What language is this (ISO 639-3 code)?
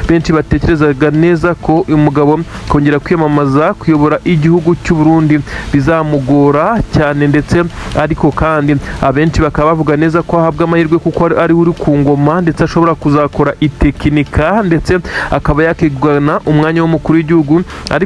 kin